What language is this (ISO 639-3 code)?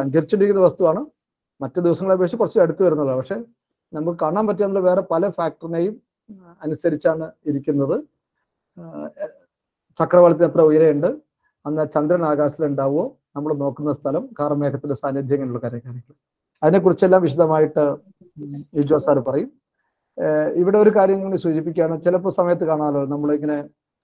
mal